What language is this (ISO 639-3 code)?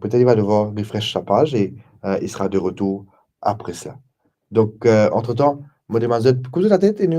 mfe